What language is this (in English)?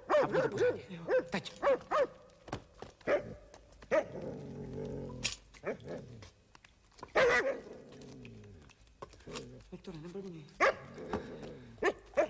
Czech